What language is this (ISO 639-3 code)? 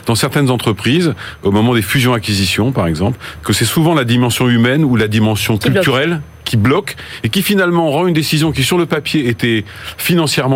fra